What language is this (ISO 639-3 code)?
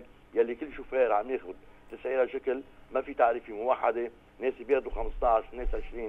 apc